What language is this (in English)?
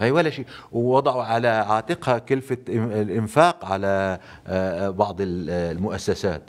North Levantine Arabic